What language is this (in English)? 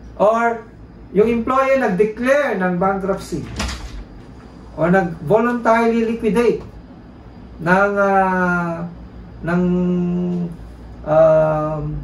Filipino